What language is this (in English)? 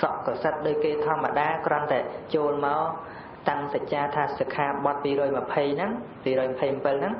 Khmer